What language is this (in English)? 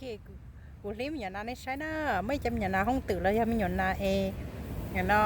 Hmong